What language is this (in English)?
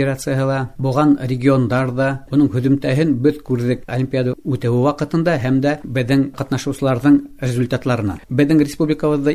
Bashkir